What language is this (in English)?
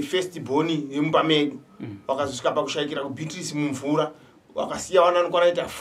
Shona